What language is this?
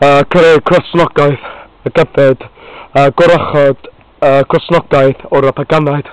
Welsh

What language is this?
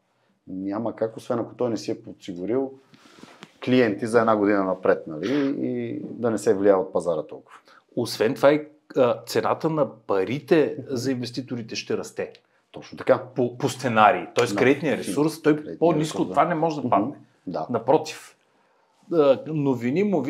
Bulgarian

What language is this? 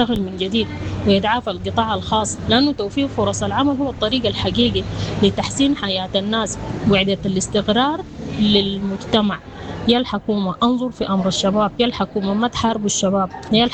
Sudanese Arabic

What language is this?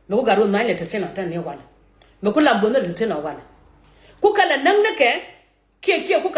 Nuer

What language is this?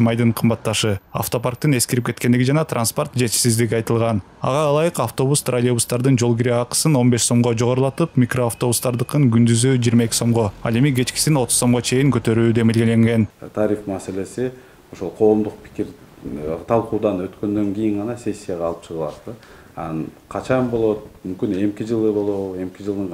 Kyrgyz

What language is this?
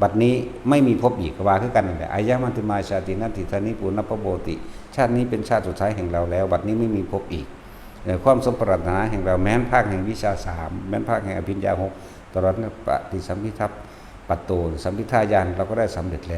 Northeastern Thai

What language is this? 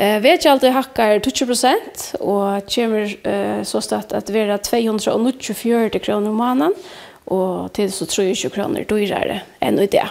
Faroese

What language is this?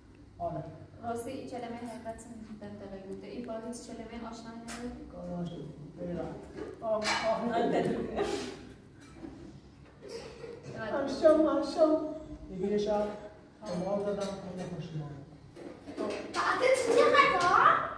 Persian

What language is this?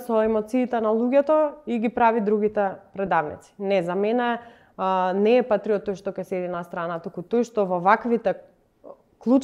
Macedonian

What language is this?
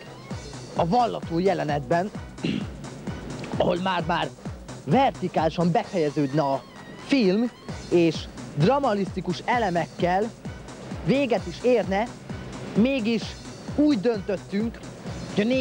Hungarian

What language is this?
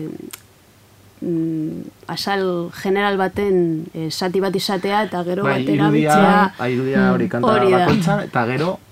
Basque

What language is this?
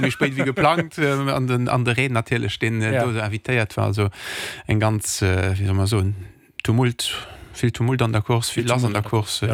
Luxembourgish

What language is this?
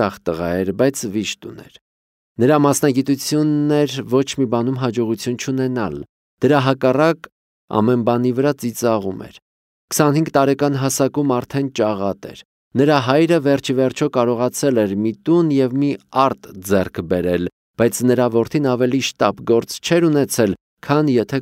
Armenian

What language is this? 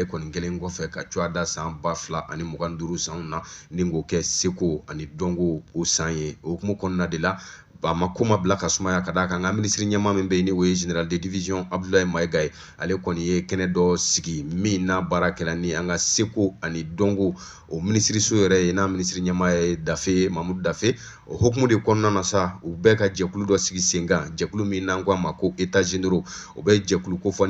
Bambara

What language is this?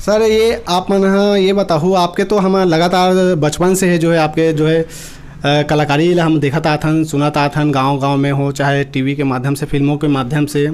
Chhattisgarhi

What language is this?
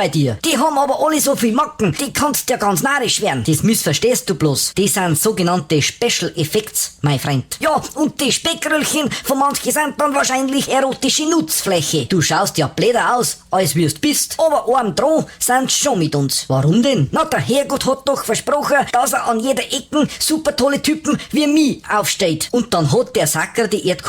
Bavarian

